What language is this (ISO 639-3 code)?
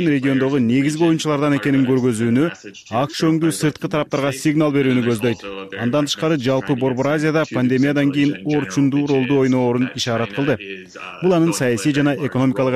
kir